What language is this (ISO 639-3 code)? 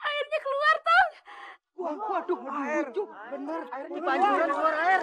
bew